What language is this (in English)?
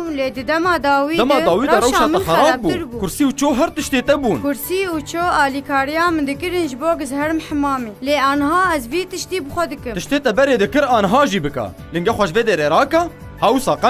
Kurdish